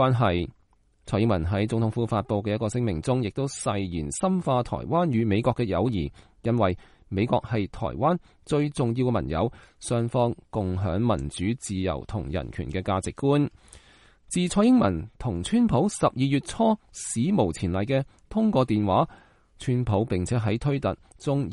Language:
Cantonese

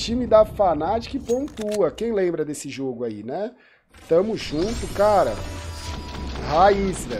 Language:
Portuguese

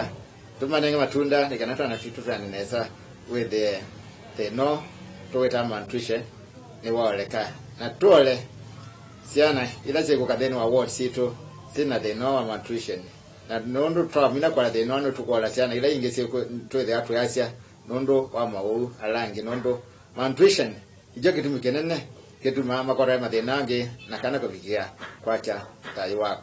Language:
Kamba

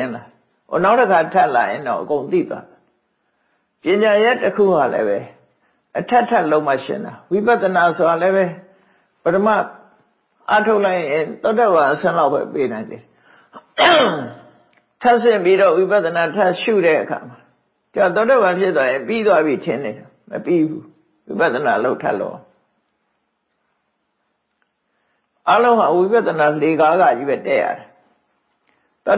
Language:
Burmese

